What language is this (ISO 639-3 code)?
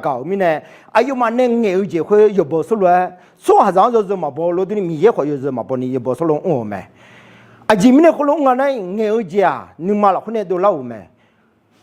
ahk